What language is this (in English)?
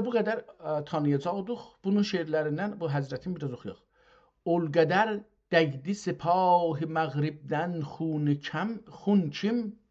South Azerbaijani